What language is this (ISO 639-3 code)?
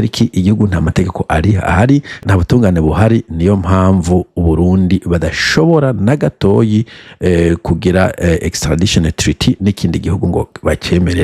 run